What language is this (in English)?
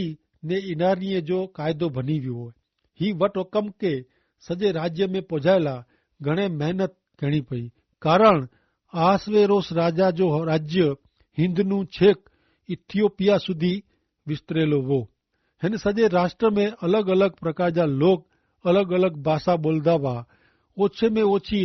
Kachhi